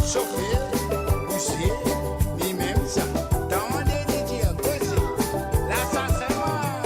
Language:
Morisyen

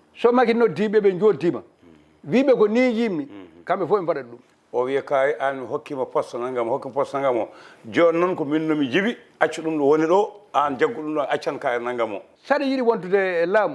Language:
Fula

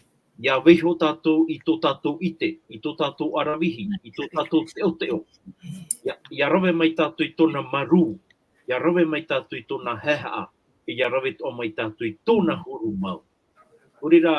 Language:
Tahitian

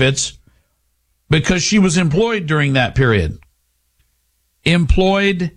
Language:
English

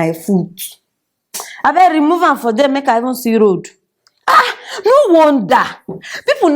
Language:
Nigerian Pidgin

